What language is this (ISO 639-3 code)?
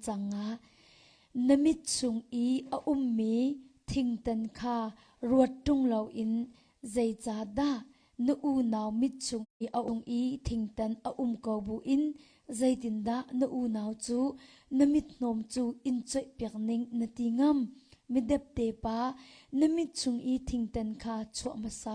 cnh